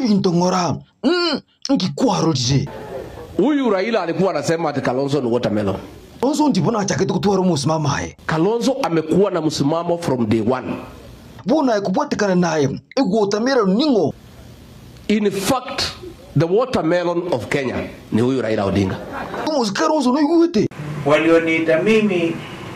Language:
Gusii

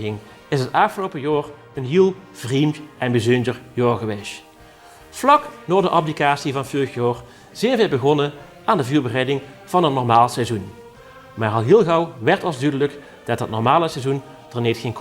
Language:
Limburgish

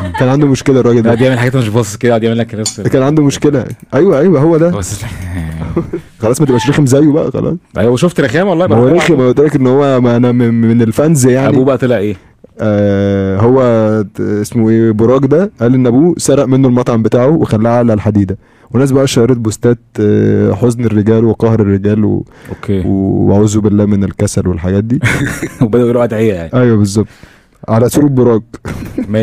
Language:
Egyptian Arabic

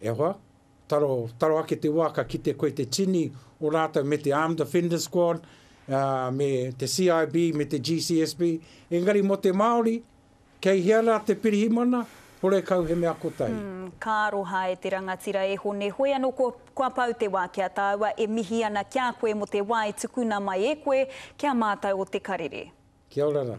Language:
Māori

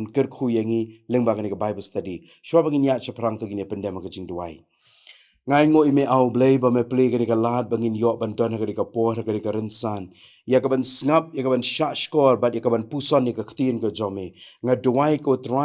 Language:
Khasi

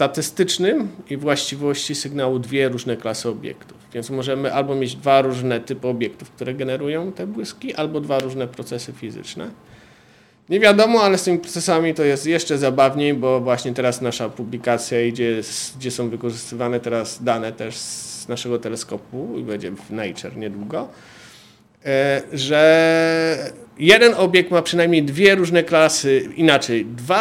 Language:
Polish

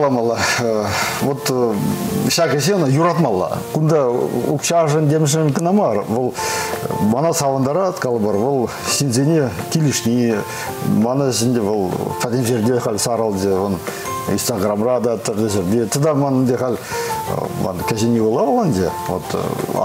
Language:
Chuvash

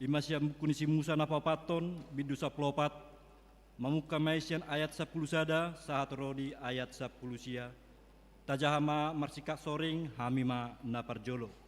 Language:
Batak Toba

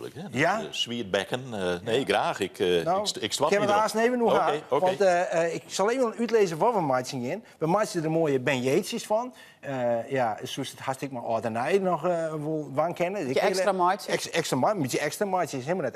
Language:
Western Frisian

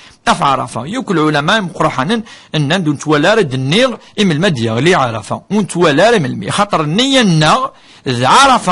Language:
Kabyle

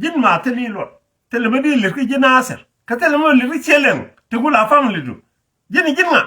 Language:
Nuer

